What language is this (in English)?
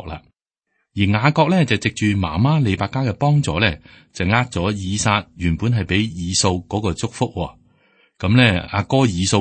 Cantonese